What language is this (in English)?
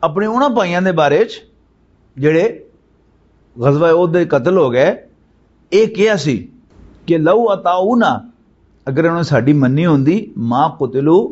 Western Panjabi